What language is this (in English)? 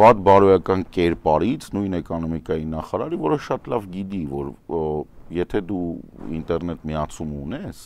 Armenian